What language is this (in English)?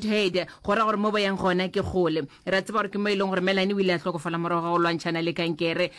Northern Sotho